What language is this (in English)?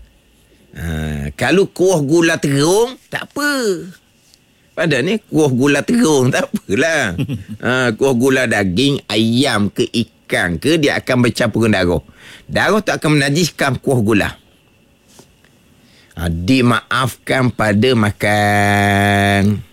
Malay